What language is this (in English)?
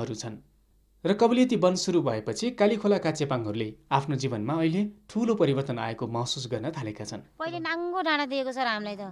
Nepali